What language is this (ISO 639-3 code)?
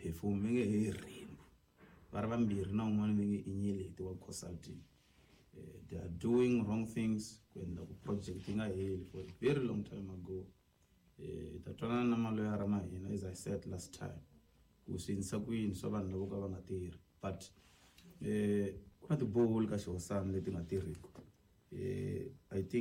tso